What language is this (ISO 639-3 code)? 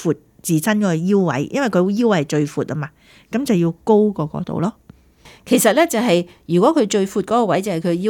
yue